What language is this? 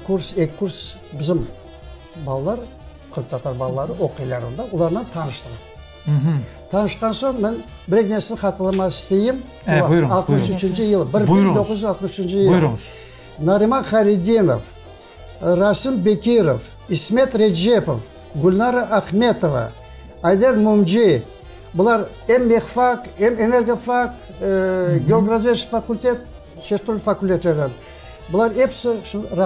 Crimean Tatar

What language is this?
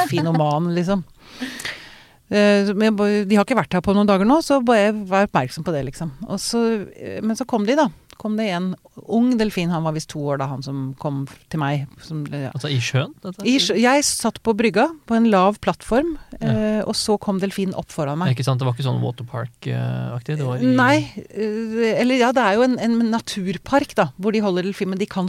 Norwegian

